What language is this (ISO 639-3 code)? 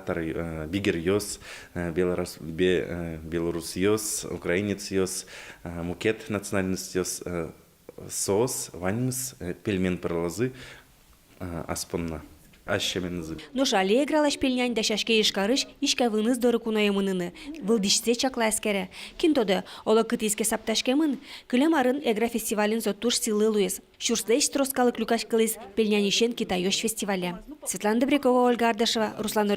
udm